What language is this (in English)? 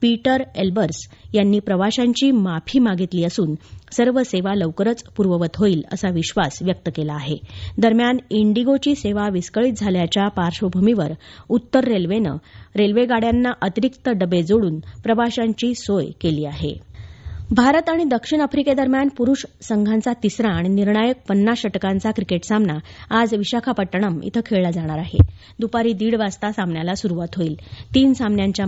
Marathi